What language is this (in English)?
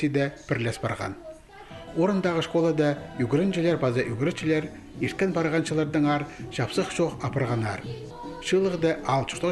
Khakas